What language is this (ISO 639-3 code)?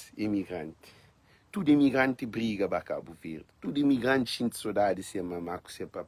kea